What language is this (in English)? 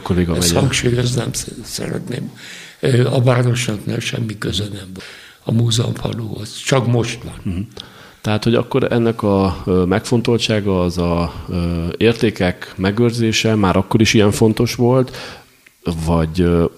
Hungarian